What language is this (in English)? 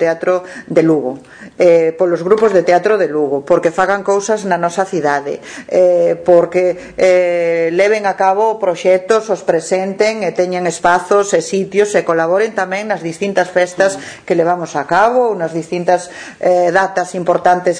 Galician